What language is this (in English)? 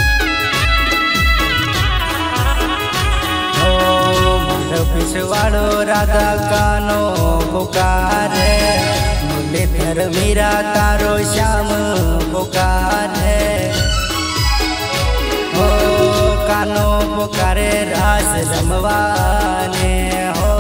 Gujarati